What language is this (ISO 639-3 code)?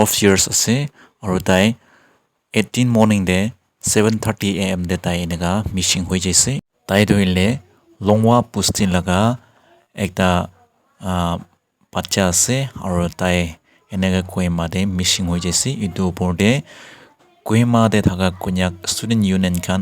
nag